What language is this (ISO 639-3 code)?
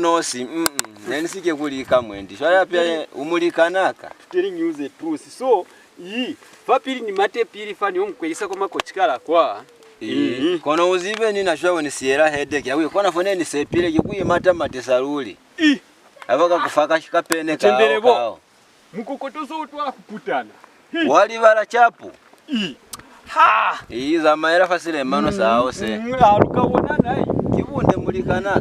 loz